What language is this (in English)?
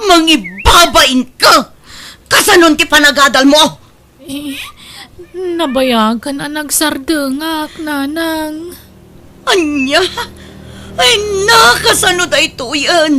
Iloko